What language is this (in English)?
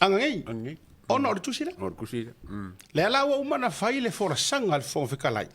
Samoan